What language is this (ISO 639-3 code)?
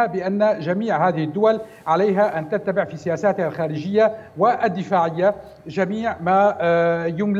ara